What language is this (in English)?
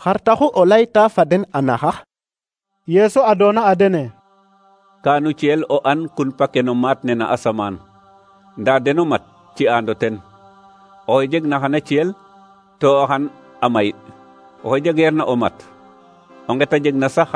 Serer